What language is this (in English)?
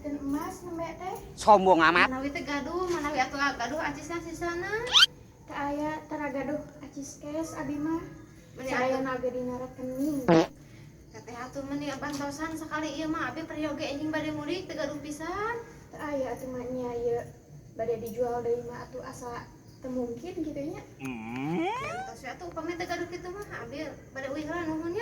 Sundanese